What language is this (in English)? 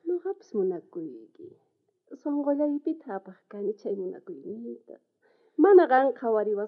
South Bolivian Quechua